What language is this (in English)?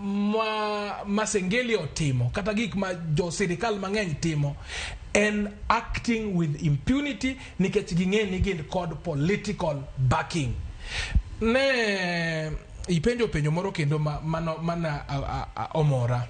Luo (Kenya and Tanzania)